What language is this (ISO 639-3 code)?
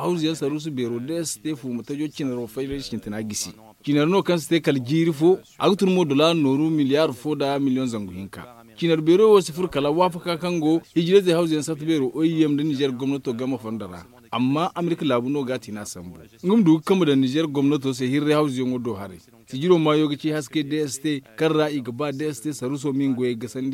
dje